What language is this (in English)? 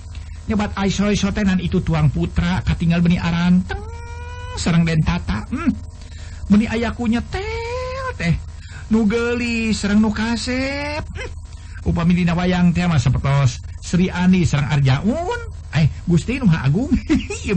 Sundanese